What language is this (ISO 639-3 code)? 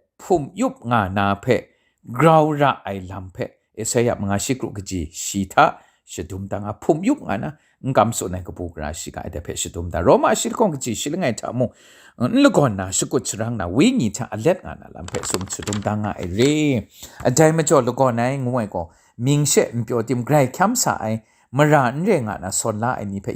kac